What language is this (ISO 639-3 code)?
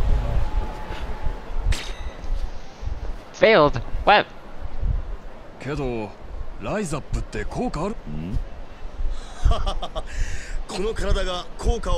jpn